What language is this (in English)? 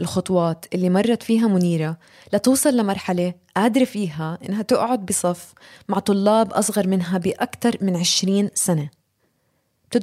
North Levantine Arabic